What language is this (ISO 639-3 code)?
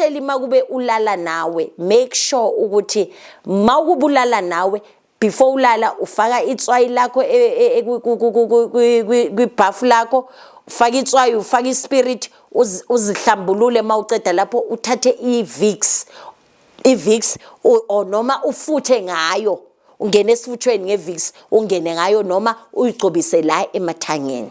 zul